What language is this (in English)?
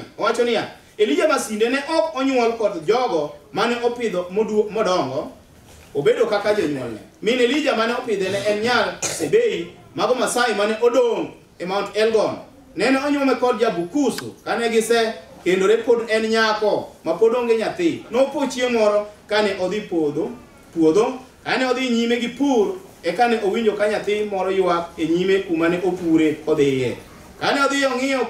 Luo (Kenya and Tanzania)